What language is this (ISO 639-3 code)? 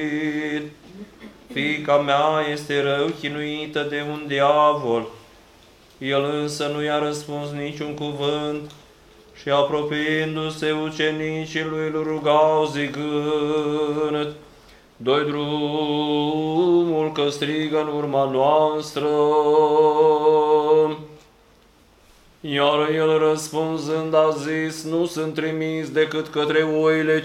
ron